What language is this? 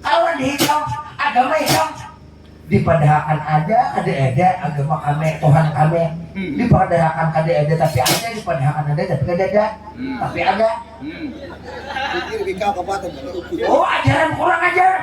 Banjar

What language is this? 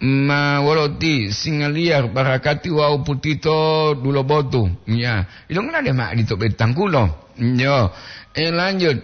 Gorontalo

